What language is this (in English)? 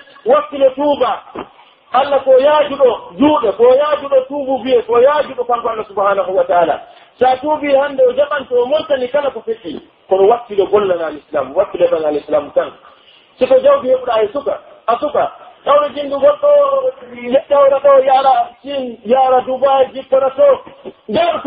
Pular